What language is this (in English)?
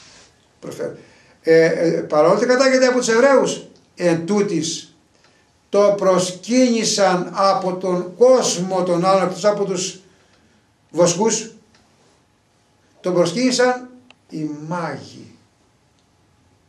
Greek